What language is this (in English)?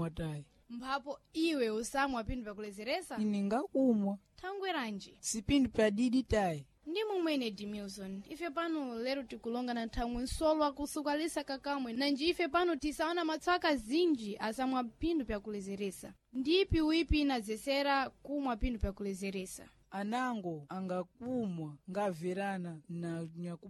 Sena